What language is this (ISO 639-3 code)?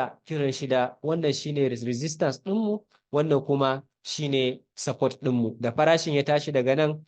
hau